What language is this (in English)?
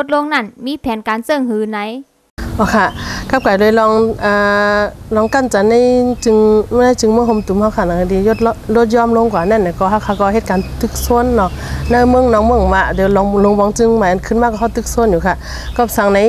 Shan